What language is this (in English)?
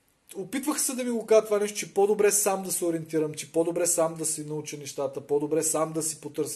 Bulgarian